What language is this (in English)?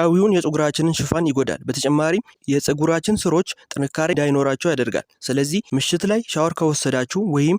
Amharic